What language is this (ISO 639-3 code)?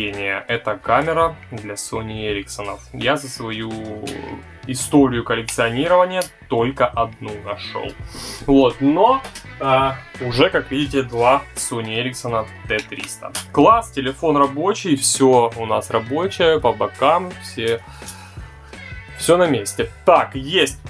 rus